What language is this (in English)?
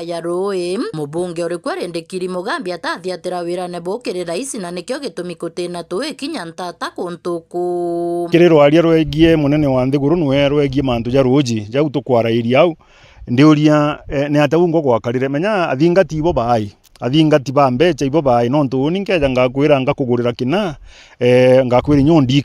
Meru